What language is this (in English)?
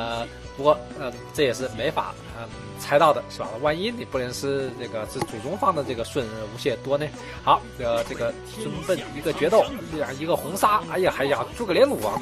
Chinese